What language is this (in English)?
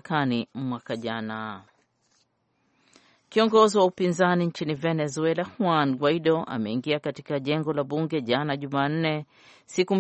Swahili